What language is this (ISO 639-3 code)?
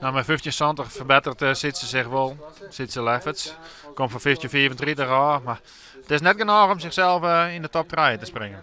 fry